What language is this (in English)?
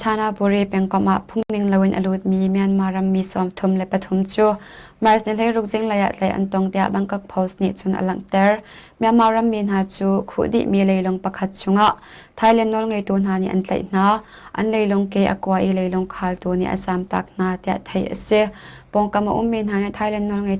Hakha Chin